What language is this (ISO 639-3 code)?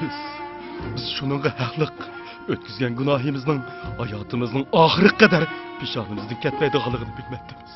uig